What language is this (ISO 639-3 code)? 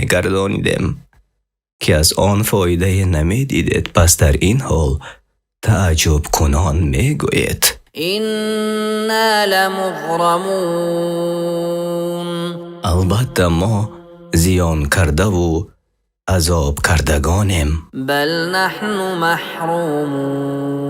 tgk